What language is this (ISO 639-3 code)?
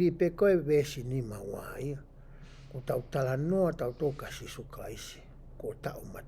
ton